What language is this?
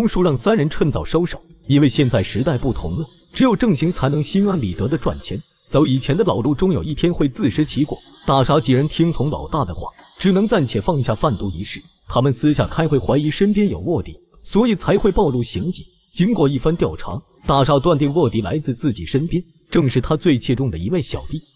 Chinese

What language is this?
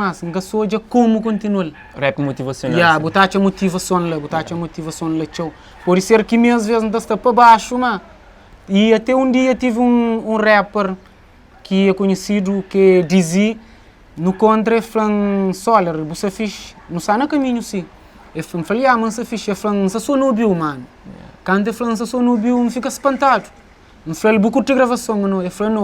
Kabuverdianu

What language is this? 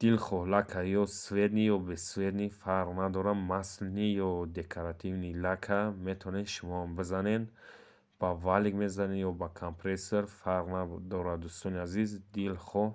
Tajik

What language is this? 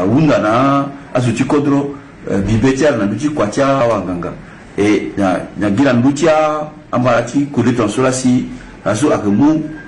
Sango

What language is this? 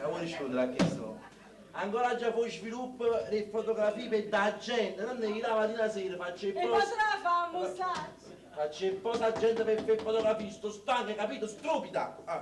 Neapolitan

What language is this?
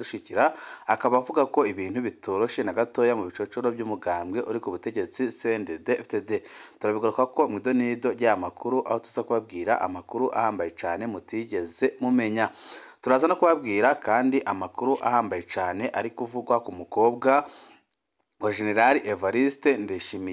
Rundi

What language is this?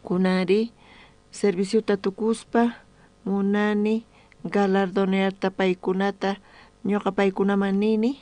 South Bolivian Quechua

